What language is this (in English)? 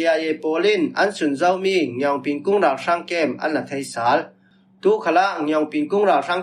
Falam Chin